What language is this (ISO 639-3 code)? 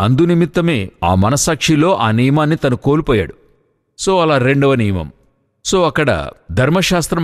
tel